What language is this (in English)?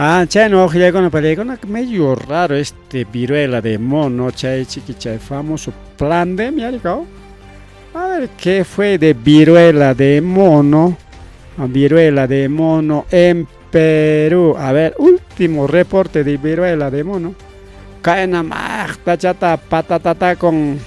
Ayacucho Quechua